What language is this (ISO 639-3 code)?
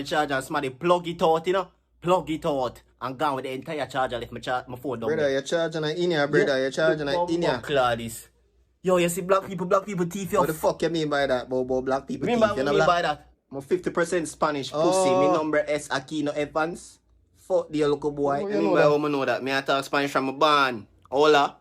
jam